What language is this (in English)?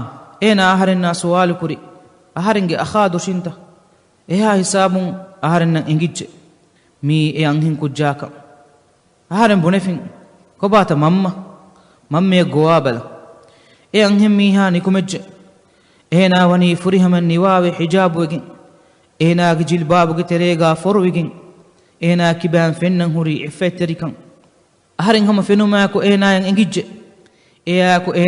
Divehi